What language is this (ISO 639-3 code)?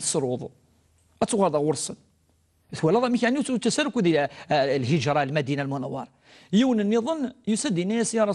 kab